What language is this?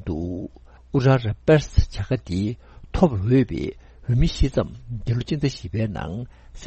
Tibetan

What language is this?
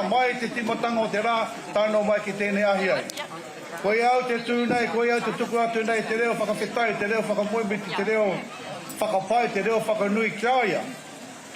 Māori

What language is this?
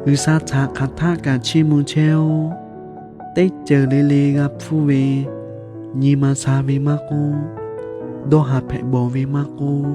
Lahu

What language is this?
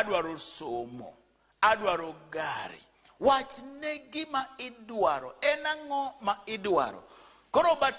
Luo (Kenya and Tanzania)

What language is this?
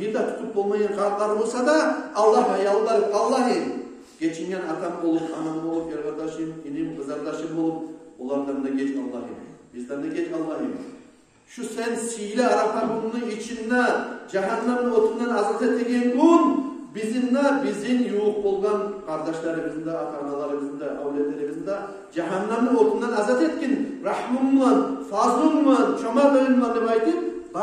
Kumyk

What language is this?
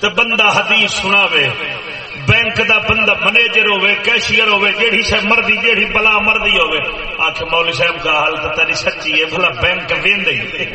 Saraiki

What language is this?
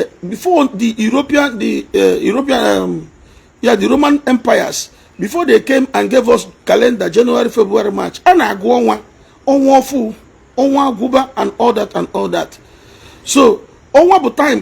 Igbo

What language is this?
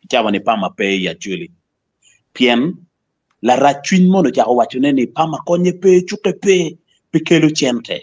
Acoli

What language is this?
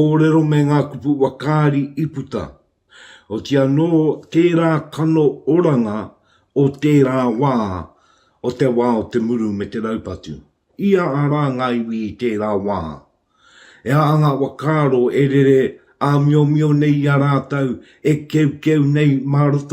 Māori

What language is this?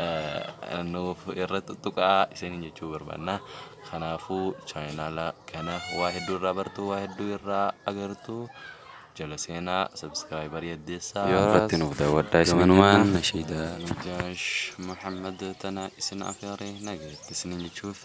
Oromo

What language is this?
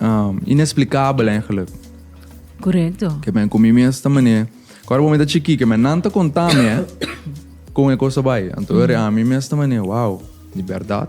Papiamento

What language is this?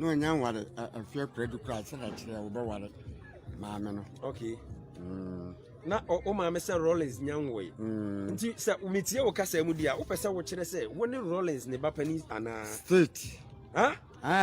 Akan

